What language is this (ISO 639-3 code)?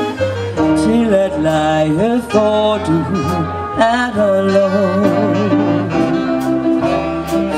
dan